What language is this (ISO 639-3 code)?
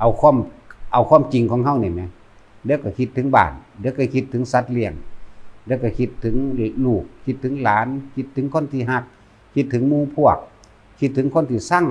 tts